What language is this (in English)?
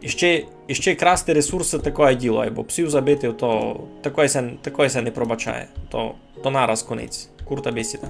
Rusyn